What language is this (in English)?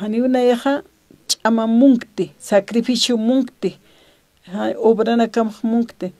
Aymara